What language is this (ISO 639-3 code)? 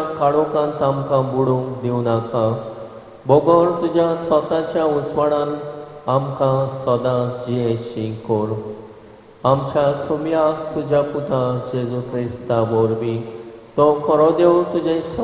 kok